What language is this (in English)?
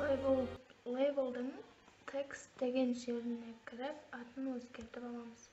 Kara-Kalpak